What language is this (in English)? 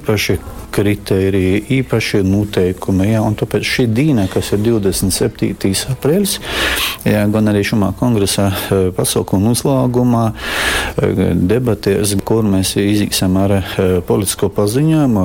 Latgalian